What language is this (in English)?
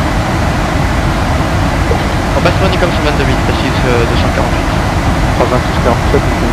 English